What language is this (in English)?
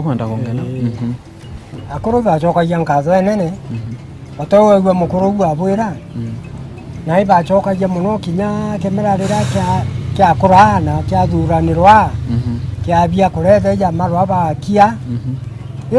Meru